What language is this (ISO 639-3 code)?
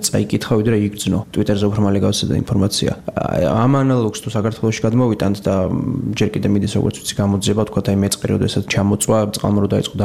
kat